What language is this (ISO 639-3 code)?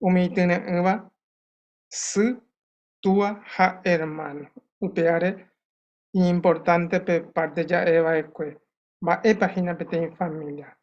grn